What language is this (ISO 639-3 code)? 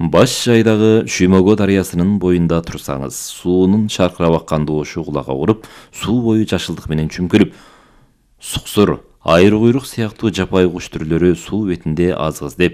kir